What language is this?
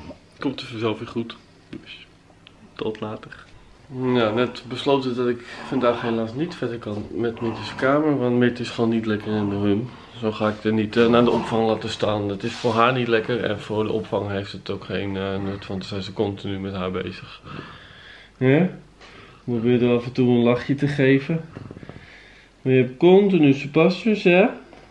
Dutch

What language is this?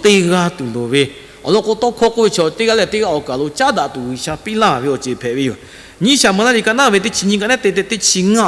Lahu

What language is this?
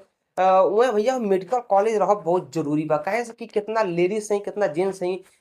Bhojpuri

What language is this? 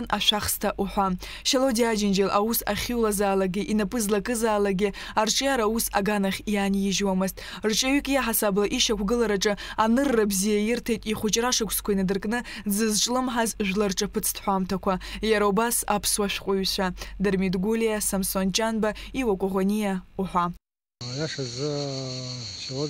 Abkhazian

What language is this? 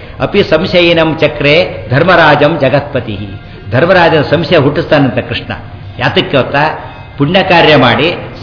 Kannada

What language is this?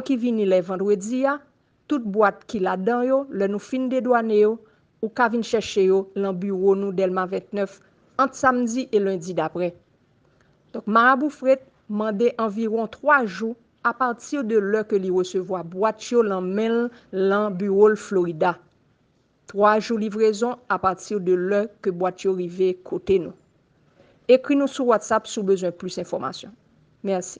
Haitian Creole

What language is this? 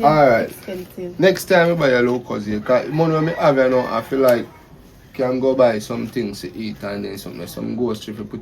Jamaican Creole English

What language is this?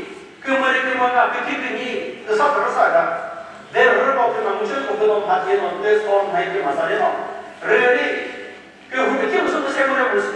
Chokri Naga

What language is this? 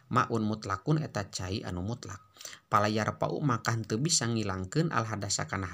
Sundanese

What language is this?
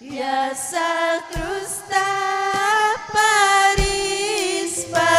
Ayacucho Quechua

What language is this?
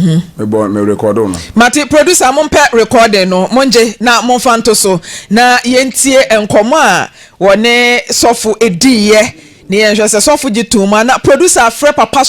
Akan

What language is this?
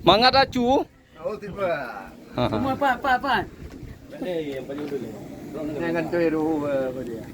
Achinese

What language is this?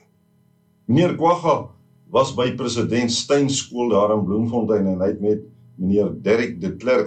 Afrikaans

